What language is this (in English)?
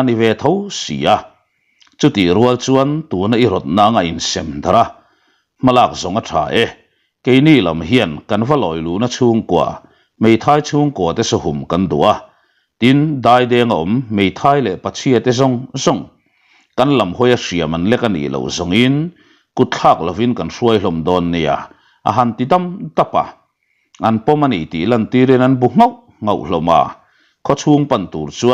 Mizo